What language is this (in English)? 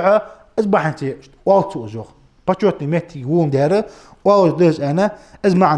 Ingush